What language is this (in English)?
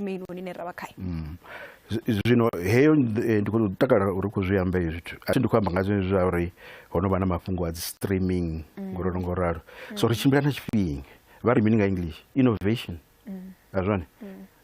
Venda